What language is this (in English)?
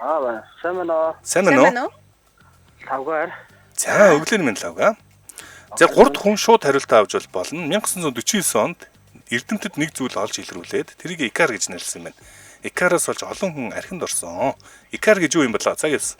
Mongolian